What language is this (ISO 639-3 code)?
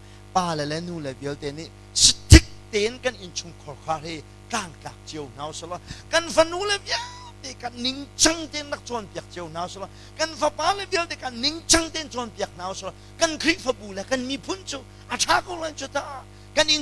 cnh